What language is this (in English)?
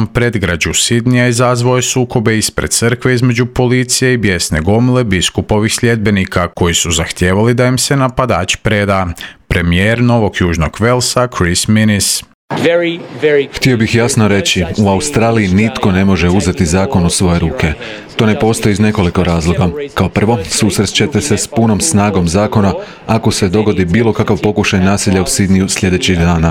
Croatian